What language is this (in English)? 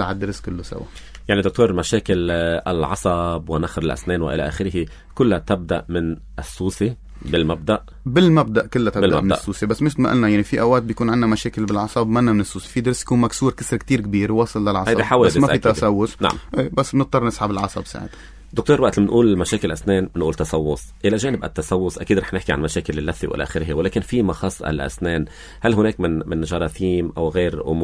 North Levantine Arabic